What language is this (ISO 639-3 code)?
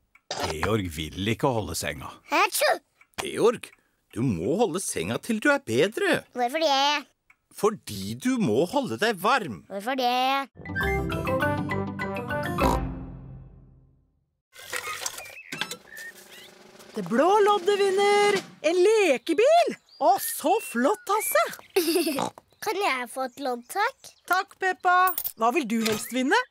nor